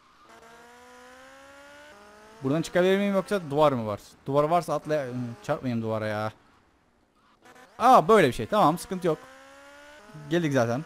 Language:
Turkish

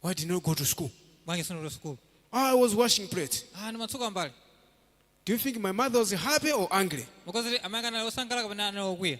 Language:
Nyanja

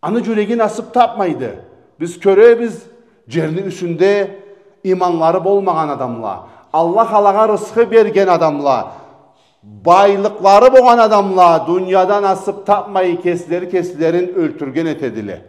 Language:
Karachay-Balkar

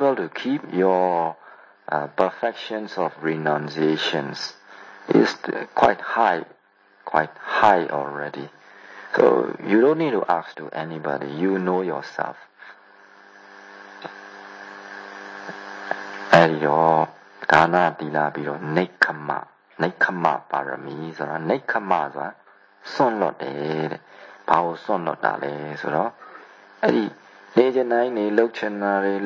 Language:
Burmese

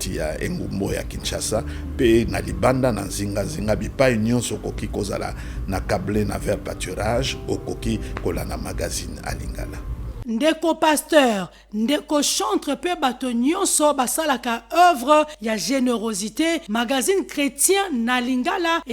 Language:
Lingala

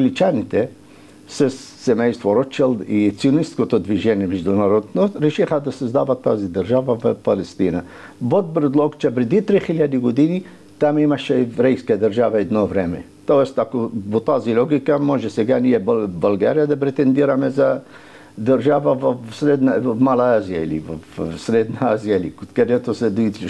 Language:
Bulgarian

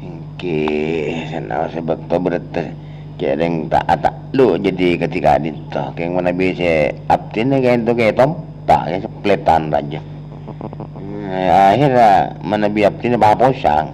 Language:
Madurese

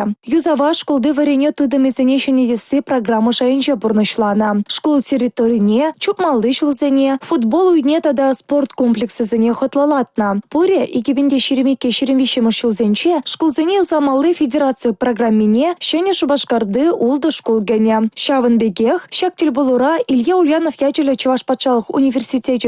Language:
Chuvash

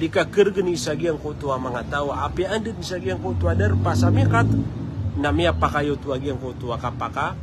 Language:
Maranao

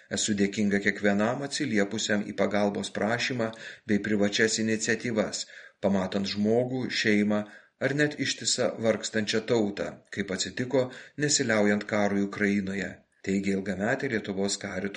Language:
Lithuanian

